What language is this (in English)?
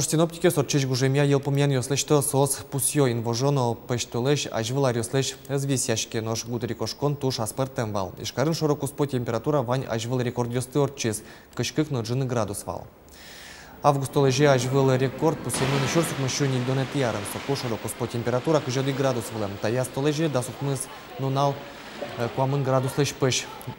Udmurt